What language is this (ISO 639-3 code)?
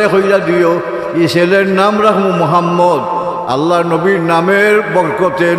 syl